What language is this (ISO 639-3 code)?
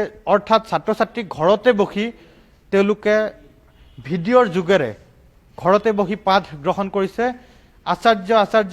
asm